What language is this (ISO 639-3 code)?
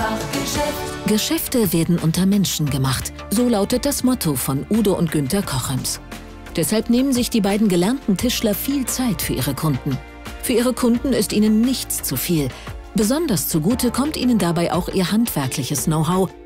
deu